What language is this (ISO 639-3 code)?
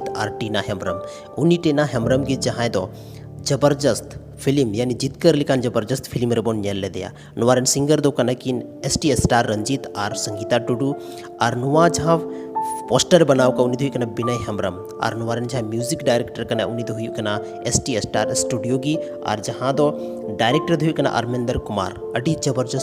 sat